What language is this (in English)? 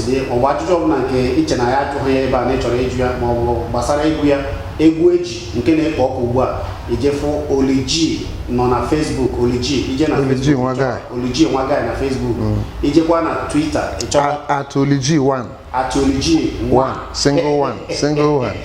Igbo